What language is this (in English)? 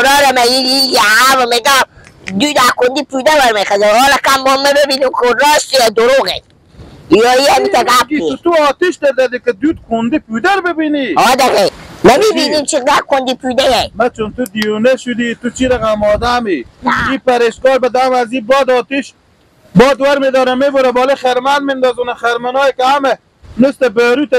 Persian